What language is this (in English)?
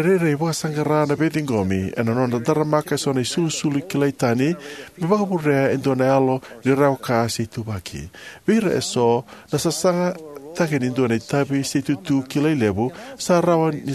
Fijian